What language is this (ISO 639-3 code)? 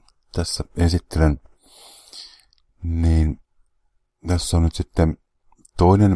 fin